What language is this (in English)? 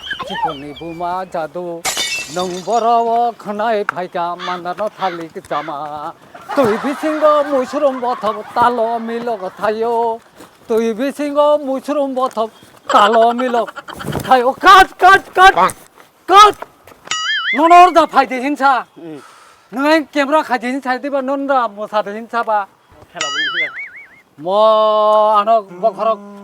Kok Borok